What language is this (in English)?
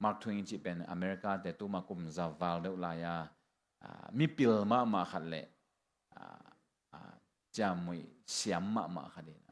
Tedim Chin